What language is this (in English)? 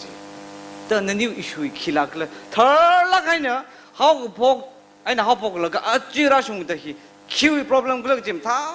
Tangkhul Naga (India)